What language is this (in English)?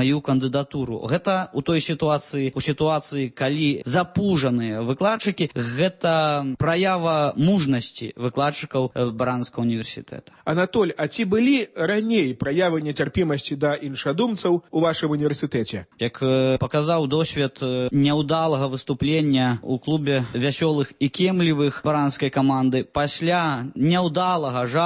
Belarusian